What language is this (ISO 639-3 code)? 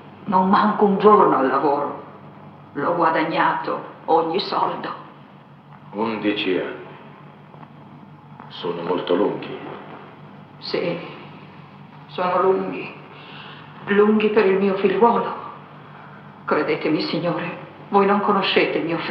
ita